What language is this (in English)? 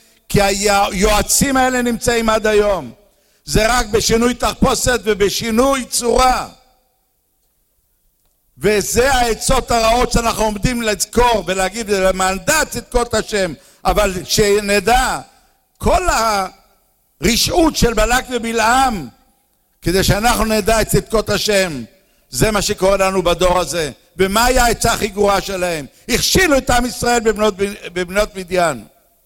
Hebrew